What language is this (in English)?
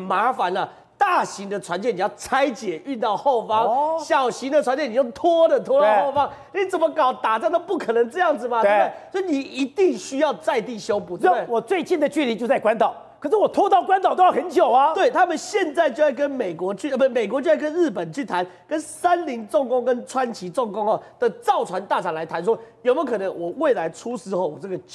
Chinese